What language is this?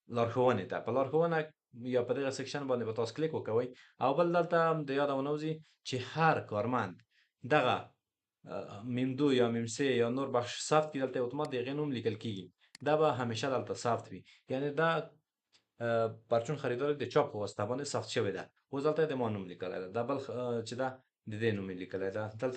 Pashto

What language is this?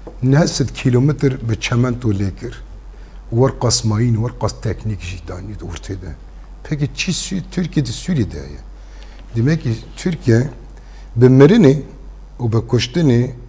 Kurdish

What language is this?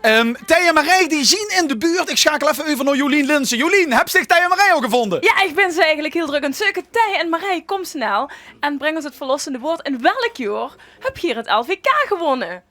Limburgish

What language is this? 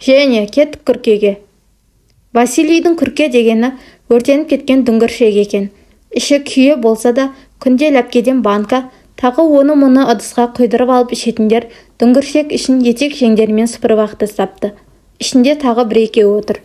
Kazakh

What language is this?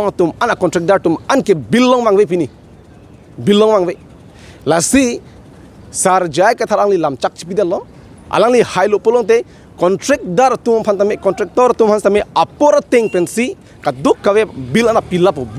Karbi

